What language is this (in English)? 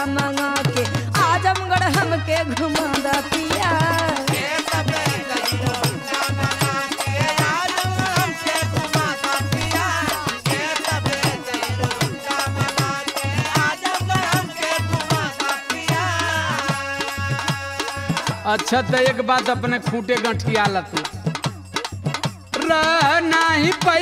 Bhojpuri